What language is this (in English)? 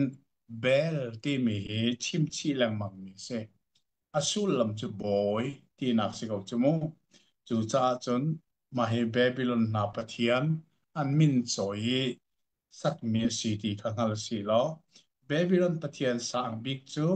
Hakha Chin